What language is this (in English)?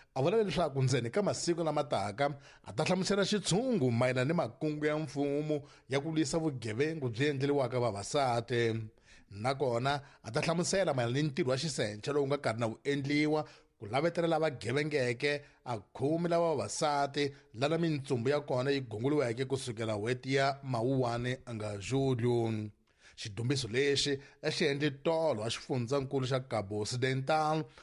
Tsonga